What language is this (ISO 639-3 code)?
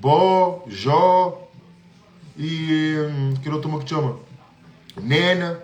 kea